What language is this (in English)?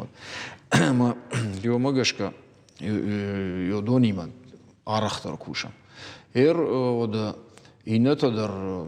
Ossetic